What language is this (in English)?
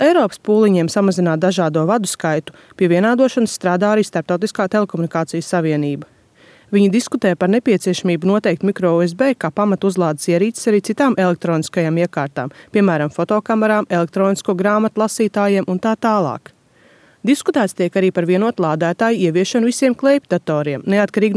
Latvian